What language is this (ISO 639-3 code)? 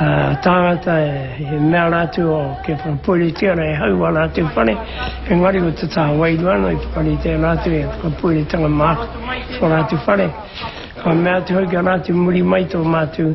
mri